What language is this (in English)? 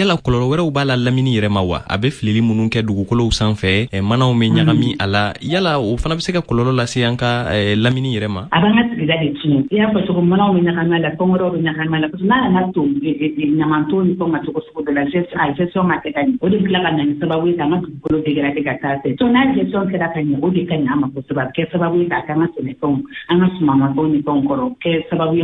Bambara